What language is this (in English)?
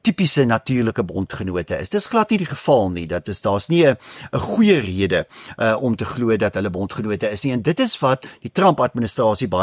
Afrikaans